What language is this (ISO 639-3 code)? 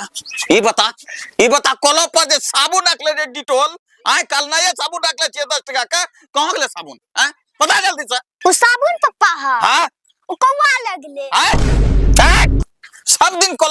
anp